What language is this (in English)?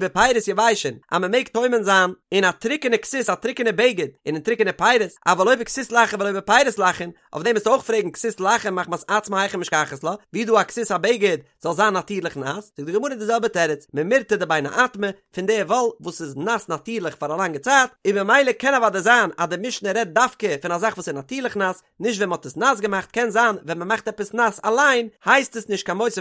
Yiddish